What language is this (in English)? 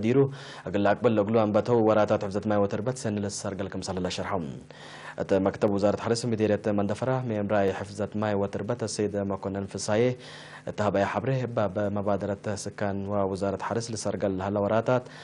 Tigre